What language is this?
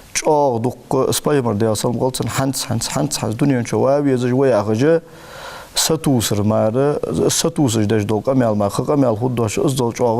Ingush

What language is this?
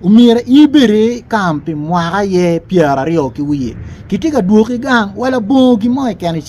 Acoli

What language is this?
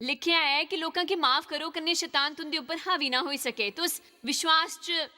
Dogri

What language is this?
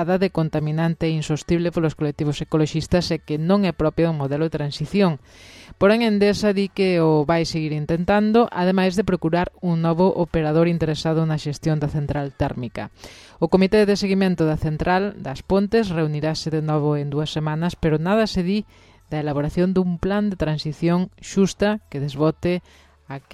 Galician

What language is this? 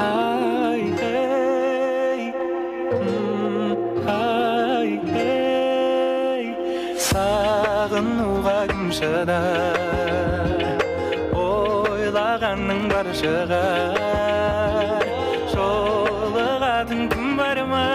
Kara-Kalpak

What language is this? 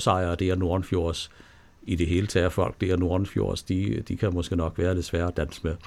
Danish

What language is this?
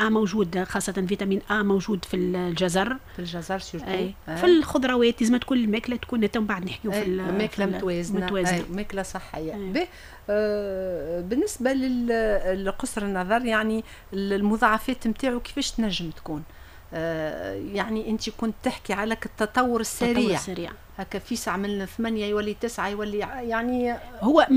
Tunisian Arabic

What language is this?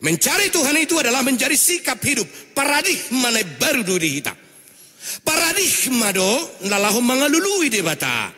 Batak Toba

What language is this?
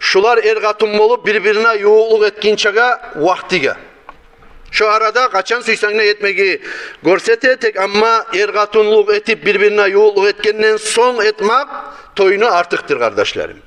Kumyk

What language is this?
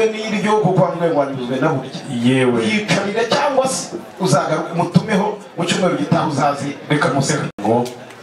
Kinyarwanda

